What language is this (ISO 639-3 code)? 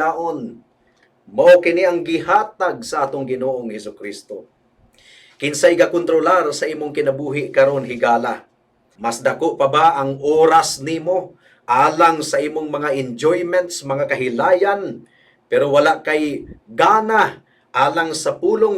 ceb